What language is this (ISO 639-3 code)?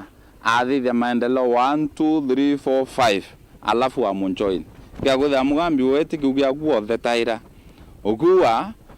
mer